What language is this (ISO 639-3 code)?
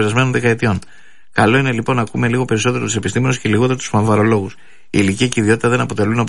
ell